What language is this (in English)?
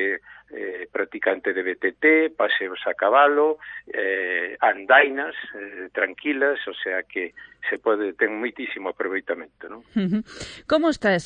Galician